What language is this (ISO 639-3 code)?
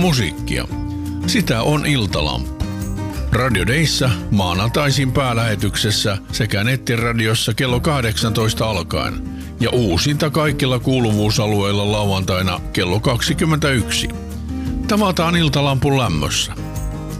fin